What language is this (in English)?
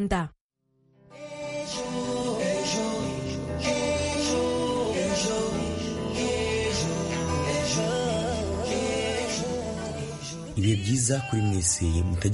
Kinyarwanda